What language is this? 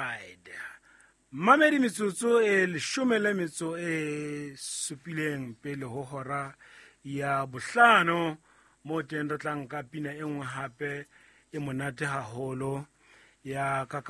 Southern Sotho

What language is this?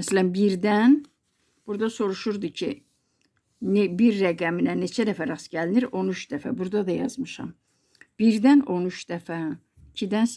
Azerbaijani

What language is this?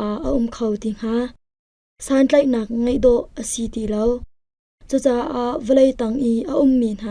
Hakha Chin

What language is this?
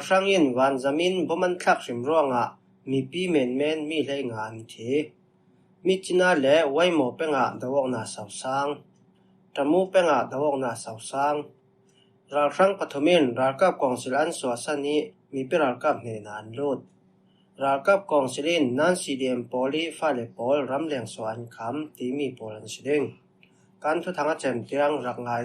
Falam Chin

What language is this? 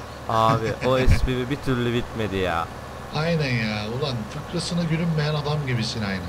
Turkish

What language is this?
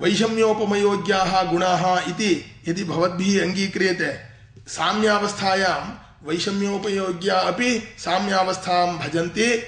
Sanskrit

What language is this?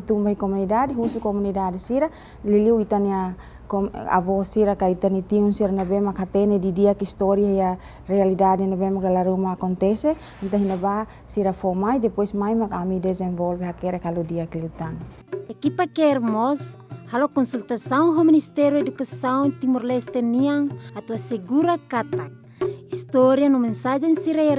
Tetum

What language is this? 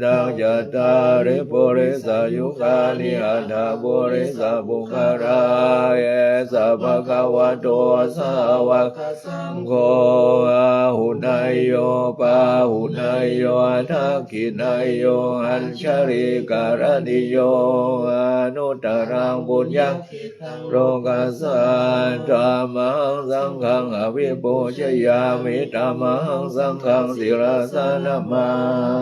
Pali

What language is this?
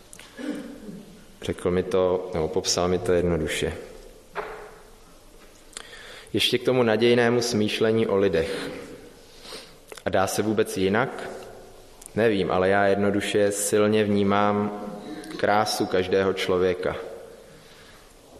Czech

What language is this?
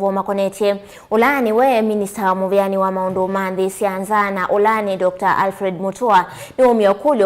Kamba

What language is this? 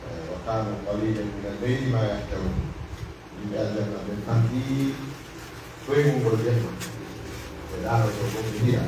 Pular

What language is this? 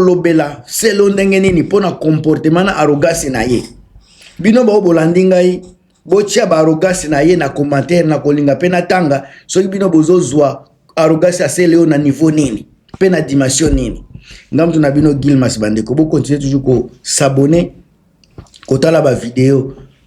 Lingala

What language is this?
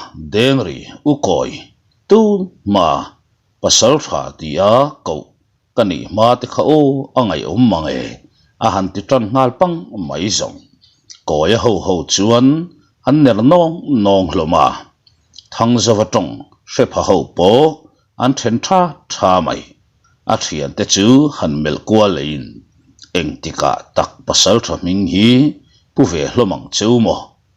Mizo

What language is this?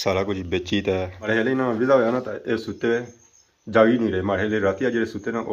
Pahari-Potwari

